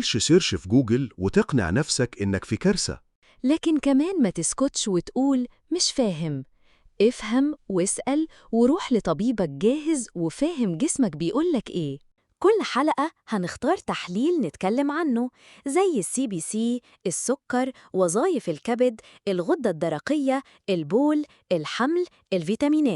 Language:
Egyptian Arabic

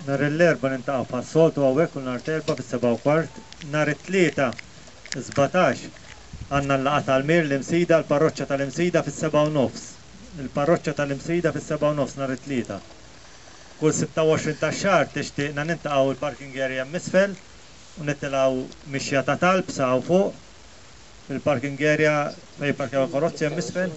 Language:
Maltese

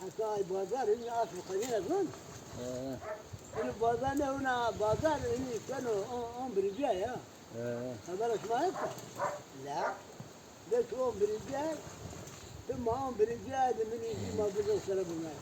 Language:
Zaza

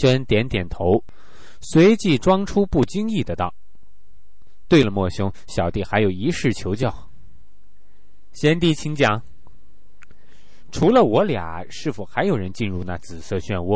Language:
Chinese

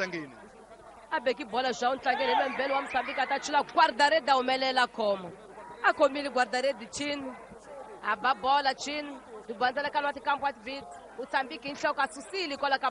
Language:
Tsonga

